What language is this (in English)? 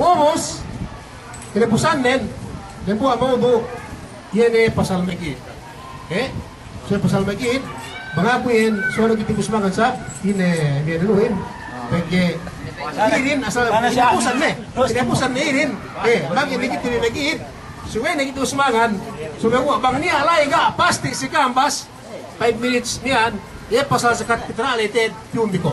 Yakan